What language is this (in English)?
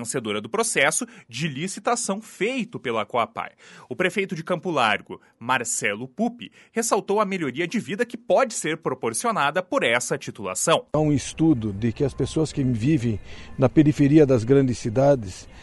Portuguese